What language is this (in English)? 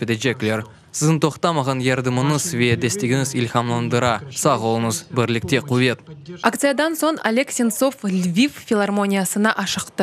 Crimean Tatar